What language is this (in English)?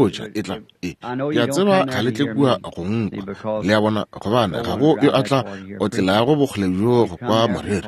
Northern Sotho